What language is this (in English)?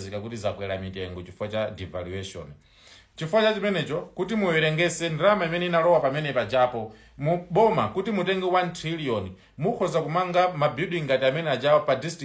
Nyanja